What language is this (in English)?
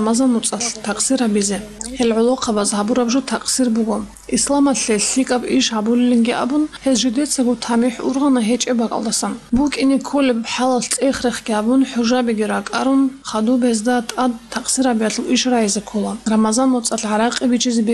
Avaric